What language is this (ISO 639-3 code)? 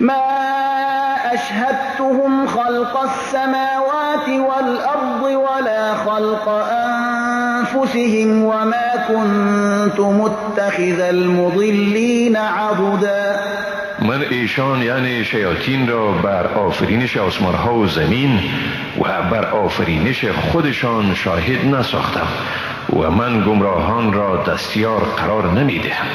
fas